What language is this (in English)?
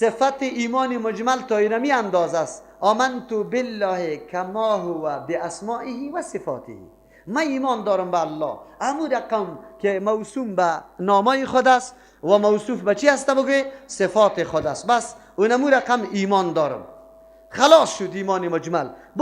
Persian